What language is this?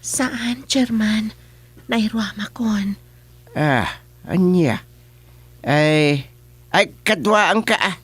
Iloko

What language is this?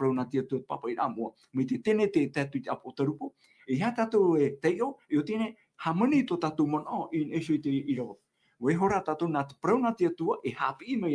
Tahitian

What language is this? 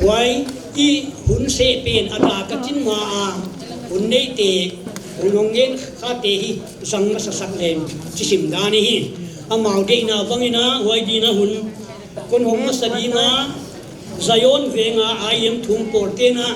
Paite Chin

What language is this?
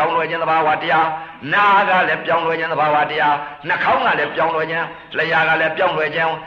Burmese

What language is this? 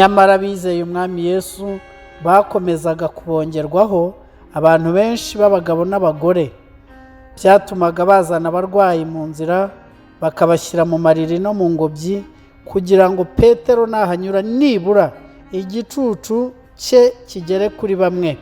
Kinyarwanda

